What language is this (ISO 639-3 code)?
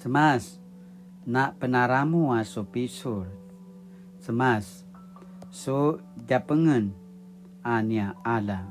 pwn